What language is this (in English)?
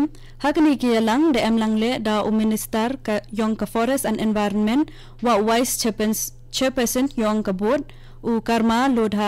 Khasi